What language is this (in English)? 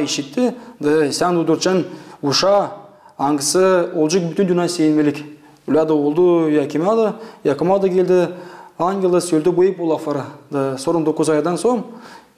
Gagauz